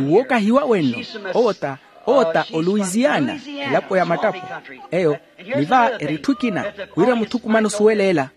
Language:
Makhuwa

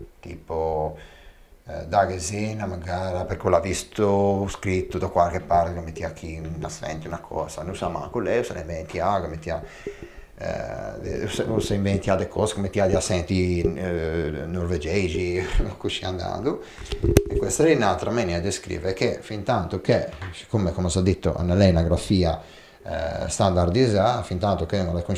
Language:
Ligurian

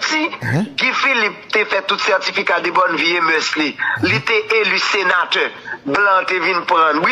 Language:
Haitian Creole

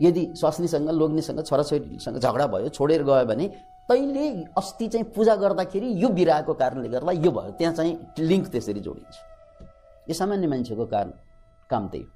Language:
Nepali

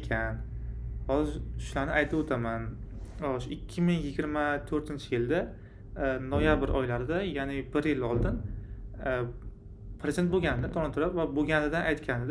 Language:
Uzbek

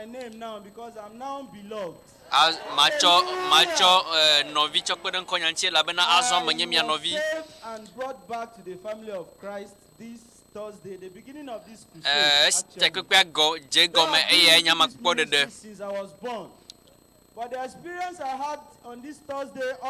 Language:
Ewe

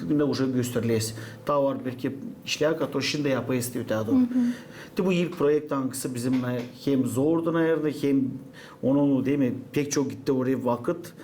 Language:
Gagauz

